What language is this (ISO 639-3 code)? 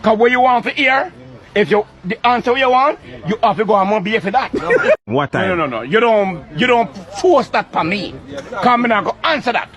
jam